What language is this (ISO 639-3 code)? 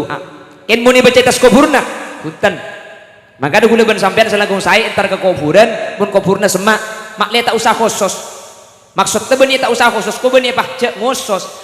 mad